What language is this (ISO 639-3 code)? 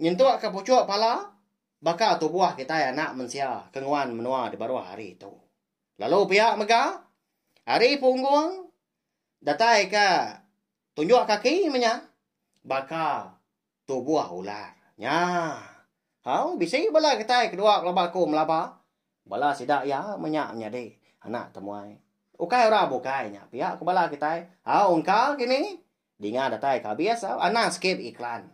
iba